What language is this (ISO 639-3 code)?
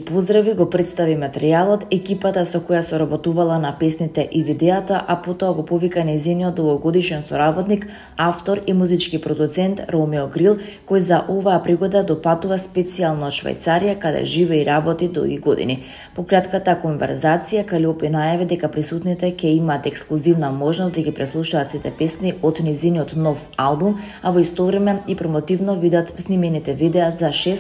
mkd